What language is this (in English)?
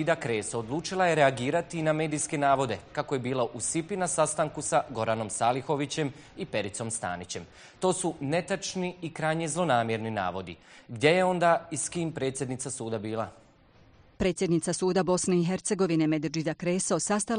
Bosnian